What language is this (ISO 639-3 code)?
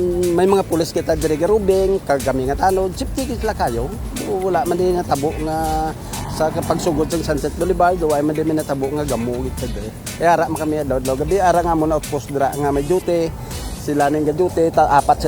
hil